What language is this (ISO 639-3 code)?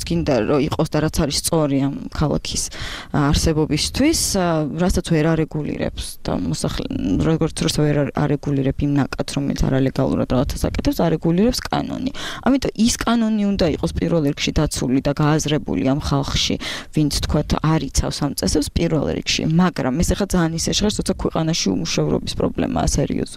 kat